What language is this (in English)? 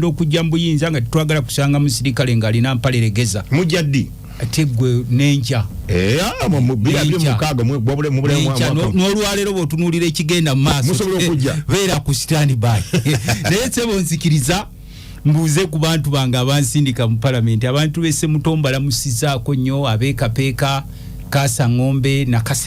Ganda